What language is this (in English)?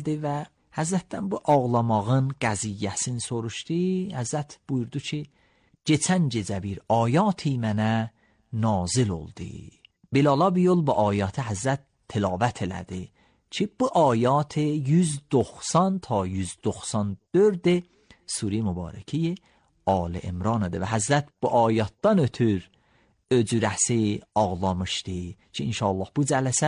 Azerbaijani